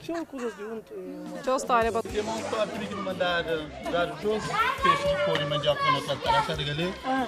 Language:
Kabuverdianu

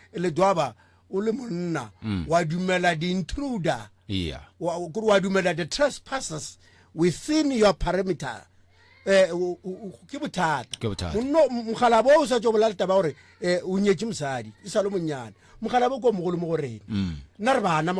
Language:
Northern Sotho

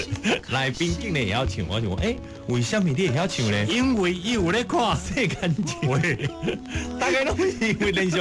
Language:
Min Nan Chinese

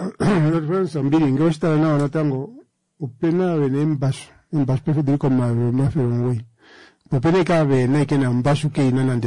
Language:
Kuanyama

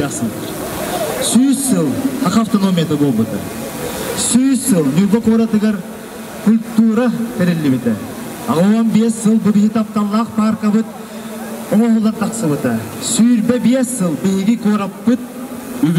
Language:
Yakut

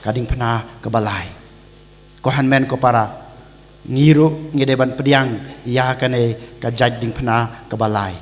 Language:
Khasi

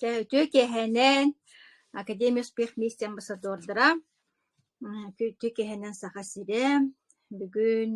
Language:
Yakut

